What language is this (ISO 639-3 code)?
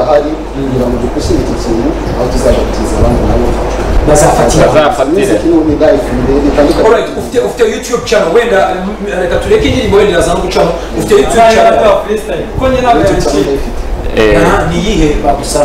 kin